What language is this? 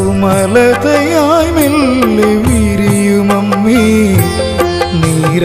Malayalam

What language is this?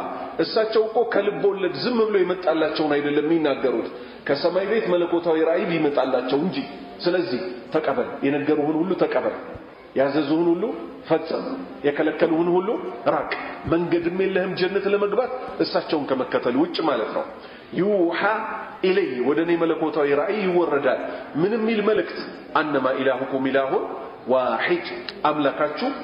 Amharic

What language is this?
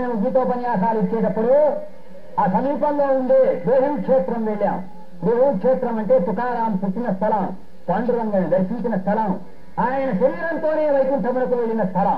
Telugu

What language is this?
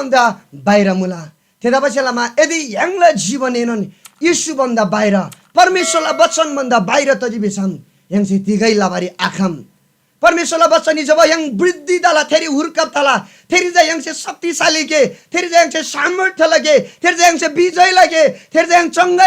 Eastern Tamang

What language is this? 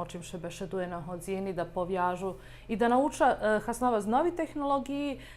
Rusyn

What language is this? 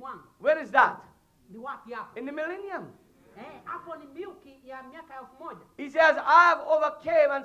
Swahili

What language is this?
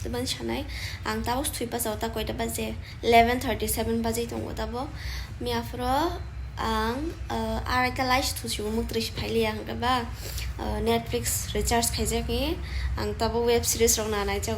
Kok Borok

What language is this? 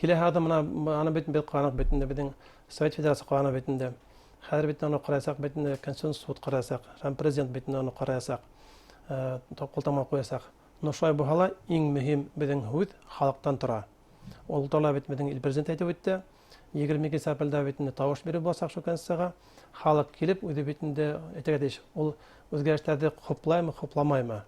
Bashkir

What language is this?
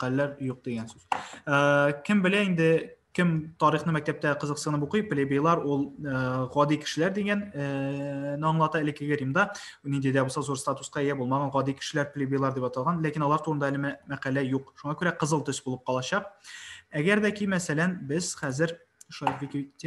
Tatar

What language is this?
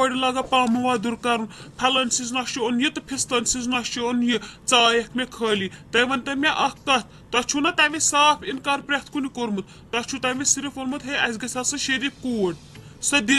Kashmiri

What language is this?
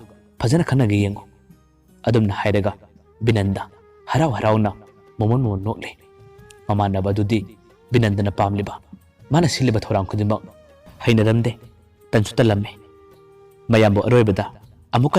Manipuri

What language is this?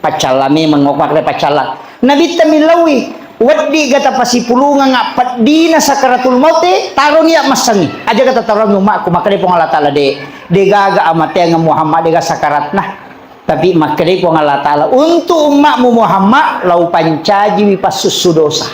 Buginese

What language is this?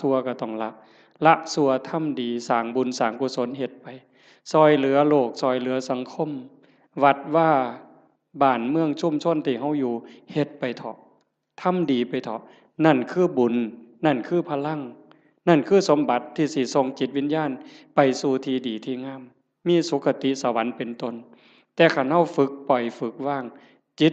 Northeastern Thai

